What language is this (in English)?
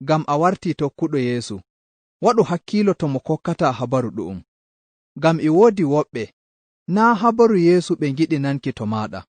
Nigerian Fulfulde